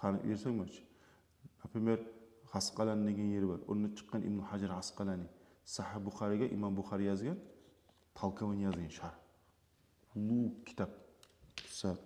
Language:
Kumyk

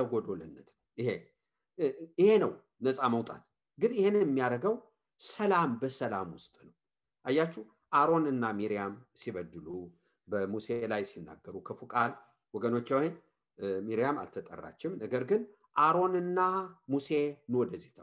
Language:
Amharic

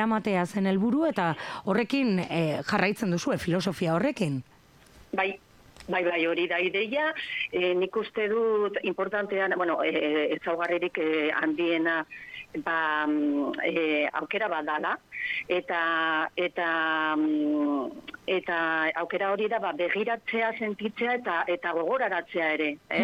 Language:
Basque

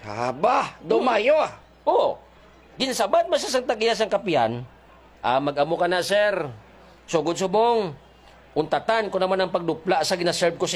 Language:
Hiligaynon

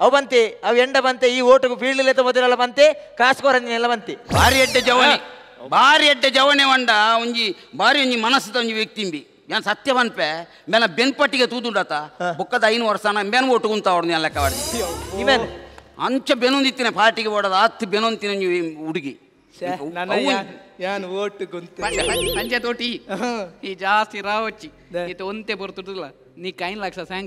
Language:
Tulu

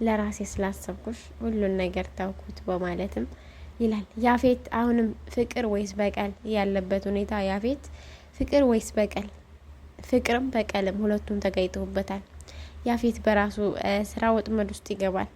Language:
Amharic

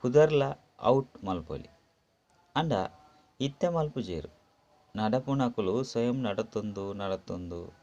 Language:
Tulu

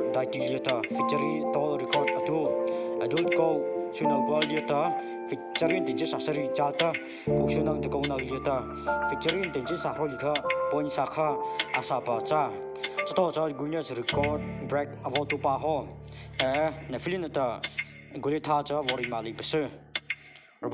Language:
Mara Chin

